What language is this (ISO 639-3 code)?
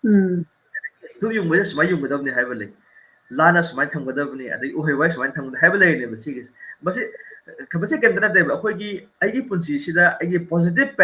mni